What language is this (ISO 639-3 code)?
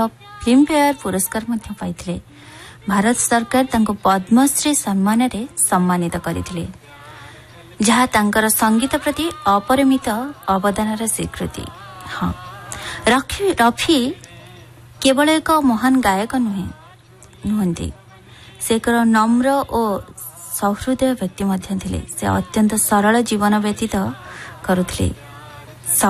ori